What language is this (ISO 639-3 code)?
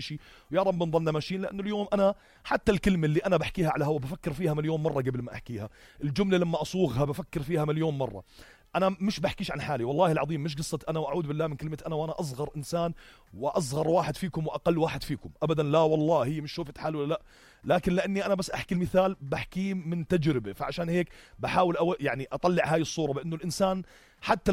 apc